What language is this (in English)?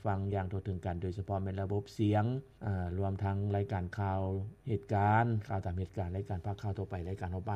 Lao